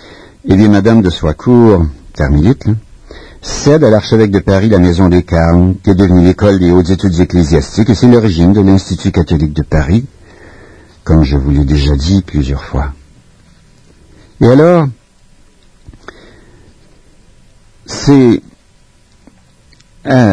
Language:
French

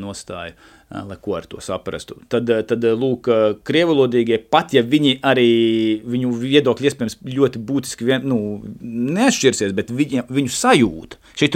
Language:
Latvian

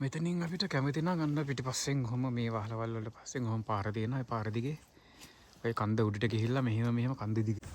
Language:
Sinhala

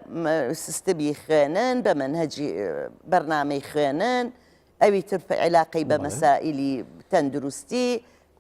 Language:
Central Kurdish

